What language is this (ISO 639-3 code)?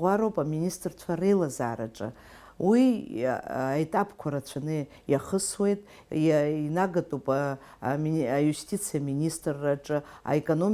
abk